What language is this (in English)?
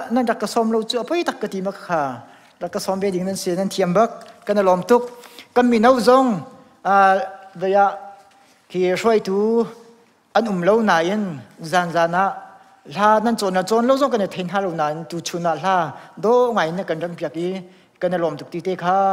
Hakha Chin